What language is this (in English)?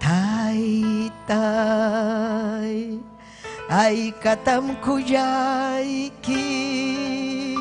Ayacucho Quechua